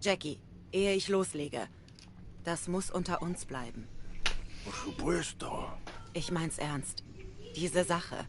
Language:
Swiss German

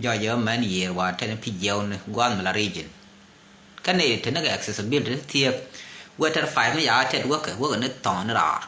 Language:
Nuer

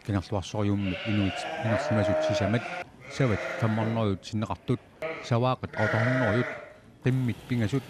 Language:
Kalaallisut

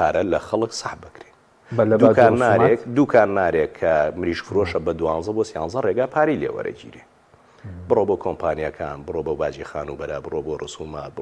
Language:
Central Kurdish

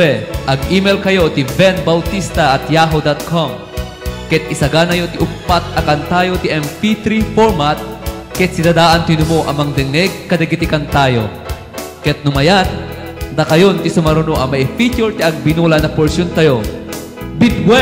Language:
Iloko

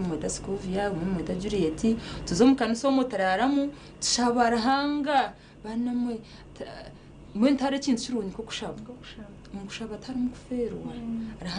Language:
Nyankole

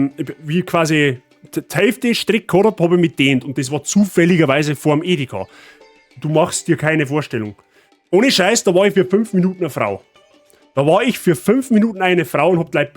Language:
Bavarian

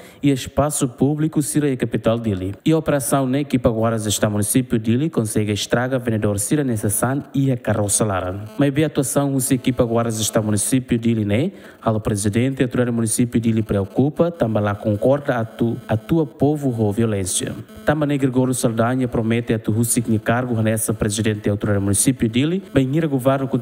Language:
Tetum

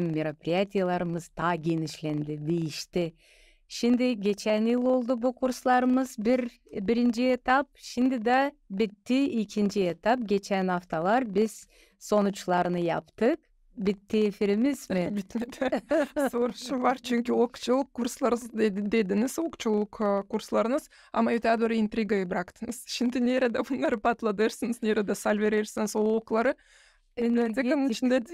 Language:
Gagauz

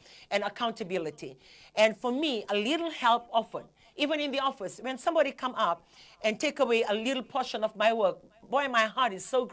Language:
Fijian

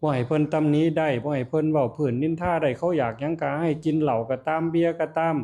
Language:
Northeastern Thai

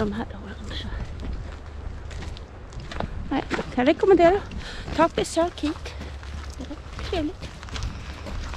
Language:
Swedish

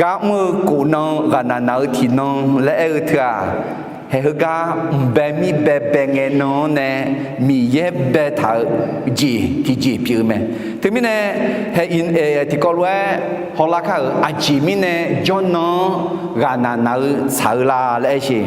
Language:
Akha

